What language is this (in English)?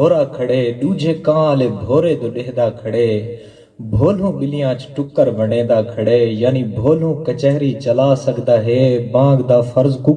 Saraiki